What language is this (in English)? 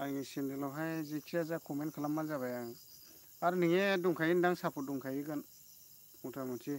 Bodo